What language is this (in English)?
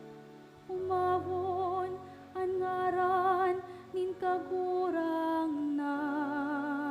Bikol